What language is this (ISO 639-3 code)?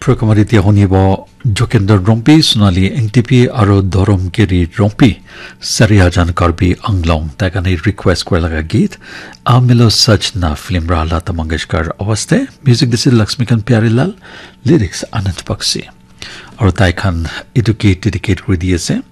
nag